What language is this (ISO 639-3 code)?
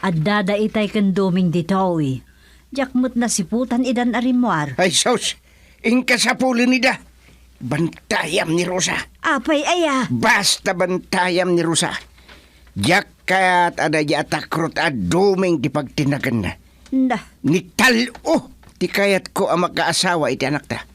ilo